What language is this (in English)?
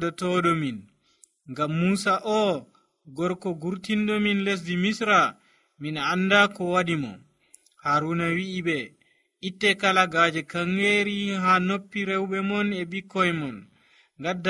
Nigerian Fulfulde